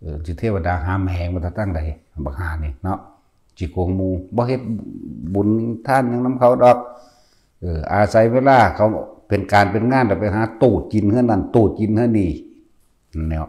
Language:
Northeastern Thai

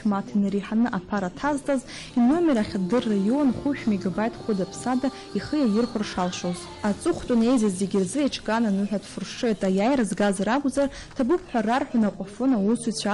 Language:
Abkhazian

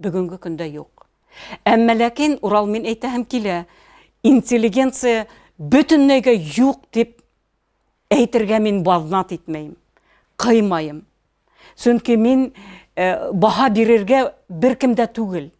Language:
Bashkir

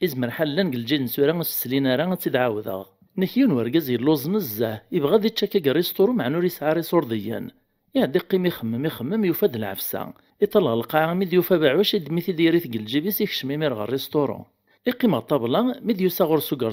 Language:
Kabyle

